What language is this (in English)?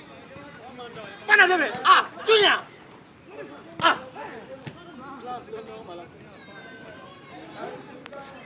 Swahili